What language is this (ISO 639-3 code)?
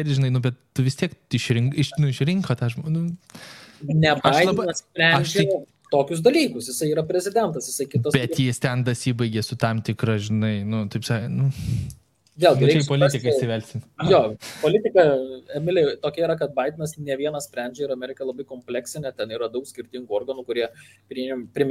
lit